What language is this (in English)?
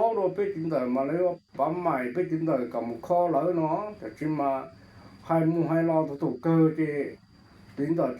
Hmong